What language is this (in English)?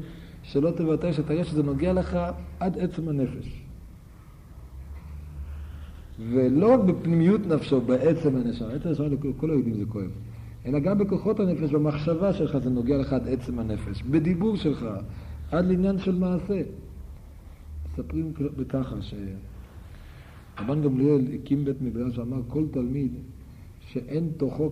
Hebrew